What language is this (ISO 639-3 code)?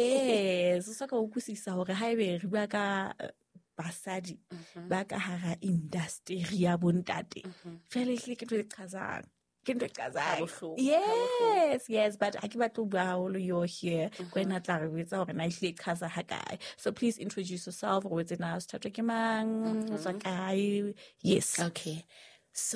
sot